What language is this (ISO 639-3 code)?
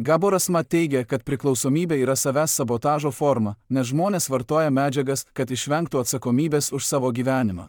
lit